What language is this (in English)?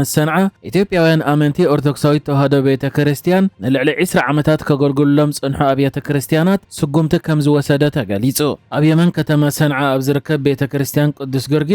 Tigrinya